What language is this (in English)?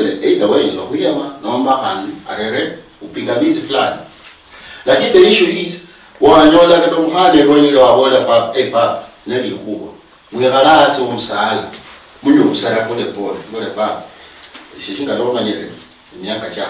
Luyia